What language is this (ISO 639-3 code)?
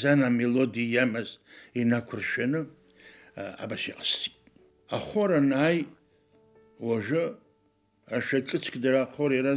abk